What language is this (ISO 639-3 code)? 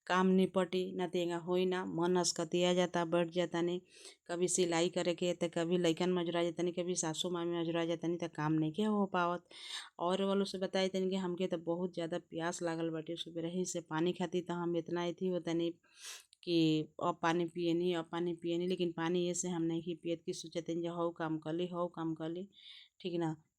bho